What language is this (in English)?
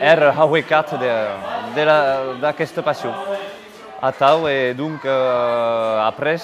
Occitan